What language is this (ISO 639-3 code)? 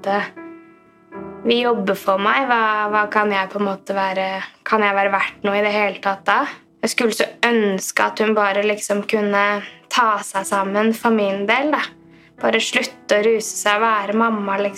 nor